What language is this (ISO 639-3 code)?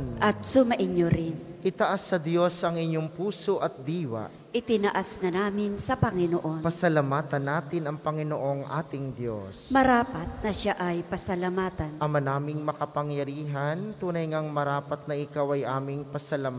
fil